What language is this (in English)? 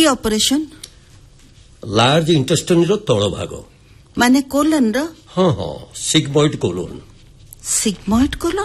Odia